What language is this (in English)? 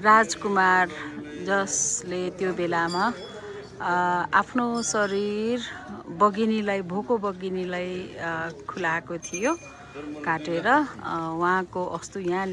Nepali